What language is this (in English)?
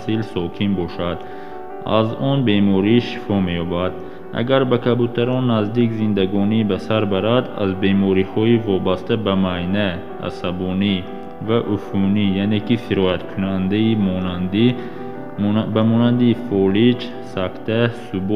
Tajik